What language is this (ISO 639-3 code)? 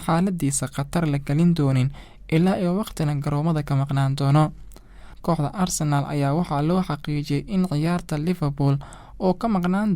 som